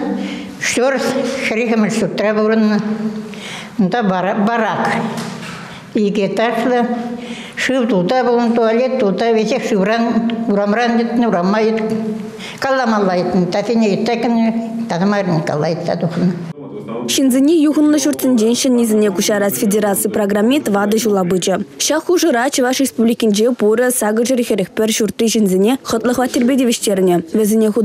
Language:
Chuvash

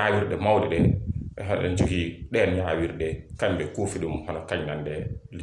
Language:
Fula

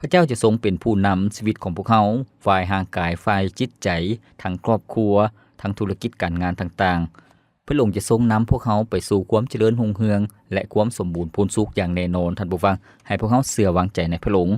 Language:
Lao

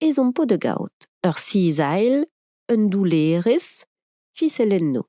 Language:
Breton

